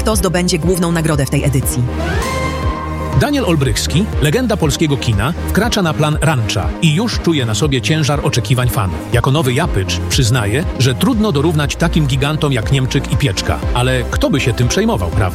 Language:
Polish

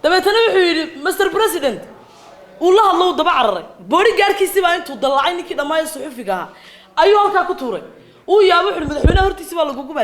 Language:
Somali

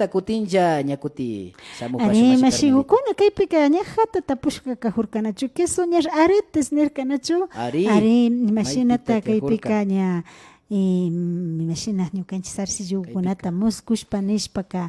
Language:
Imbabura Highland Quichua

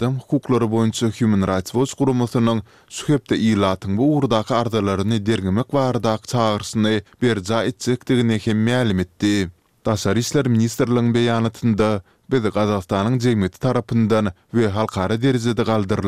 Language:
Turkmen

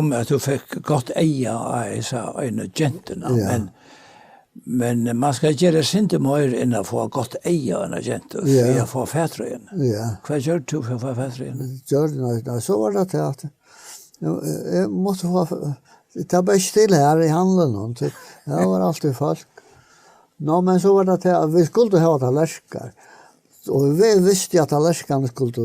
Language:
Faroese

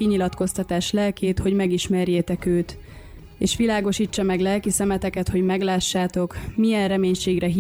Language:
Hungarian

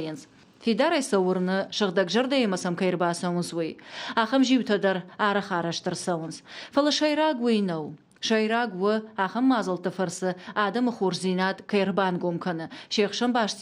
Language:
Ossetic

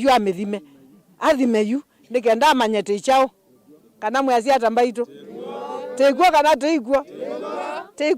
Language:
Kamba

